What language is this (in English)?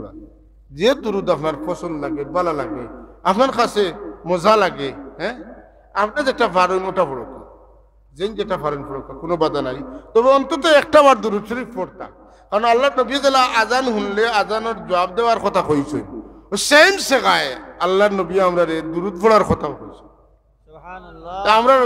Sylheti